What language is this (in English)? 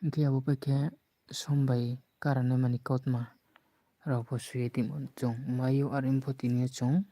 Riang (India)